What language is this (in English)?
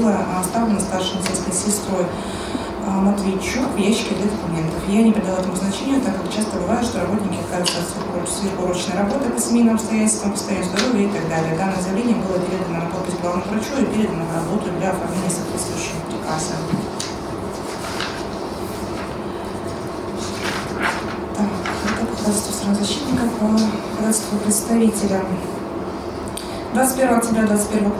Russian